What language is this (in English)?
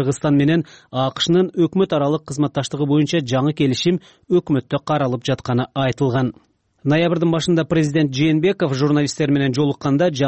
Kyrgyz